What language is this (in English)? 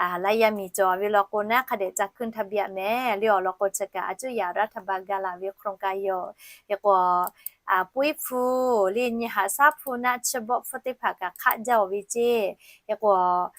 Lahu